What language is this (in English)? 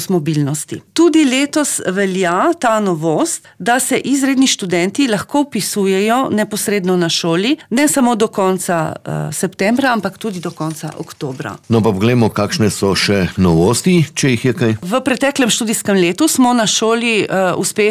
Slovenian